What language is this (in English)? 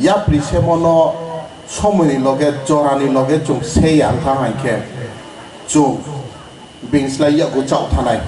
Riang (India)